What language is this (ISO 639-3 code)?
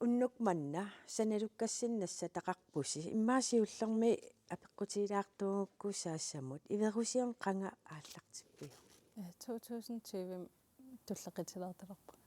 kal